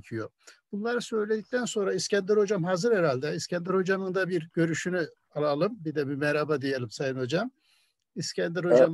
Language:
Turkish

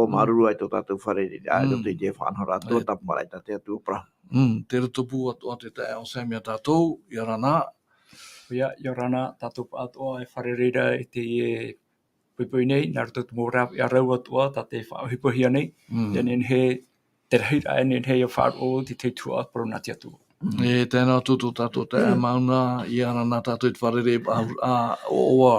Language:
Tahitian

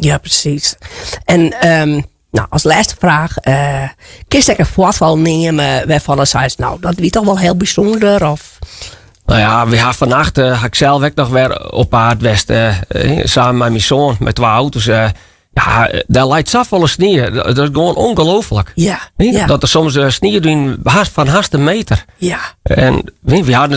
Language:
Western Frisian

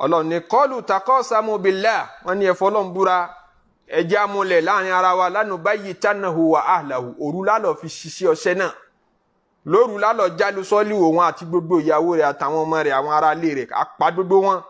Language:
Yoruba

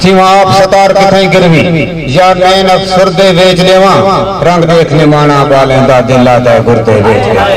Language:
Saraiki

